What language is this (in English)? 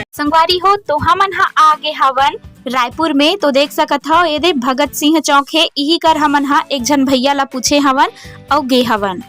Chhattisgarhi